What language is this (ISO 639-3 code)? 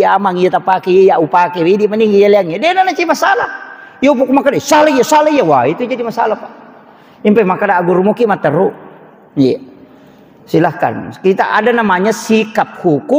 bug